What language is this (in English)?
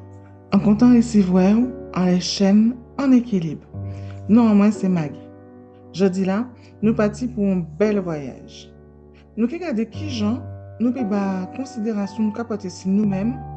Guadeloupean Creole French